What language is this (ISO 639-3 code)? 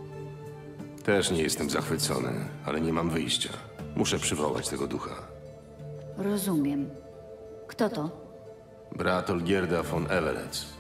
pol